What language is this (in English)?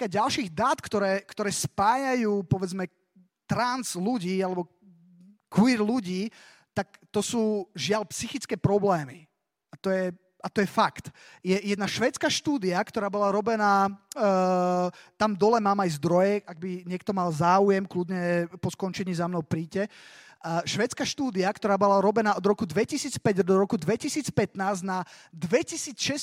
Slovak